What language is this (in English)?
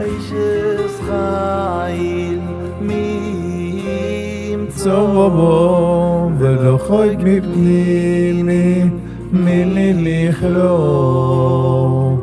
Yiddish